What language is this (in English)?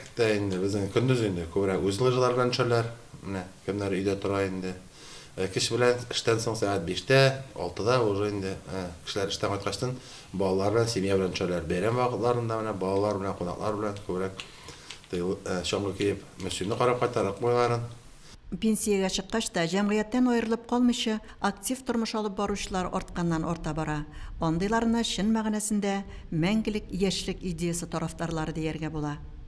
Tatar